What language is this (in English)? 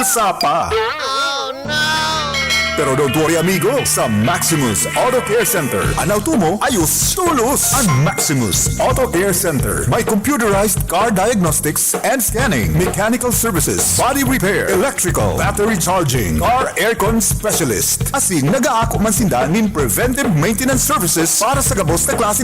Bikol